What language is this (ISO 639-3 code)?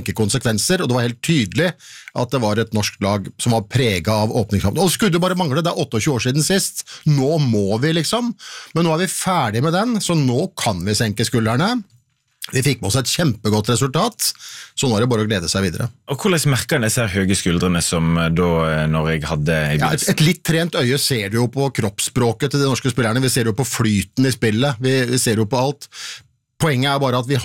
nor